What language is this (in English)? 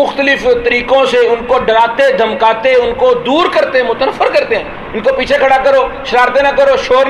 Urdu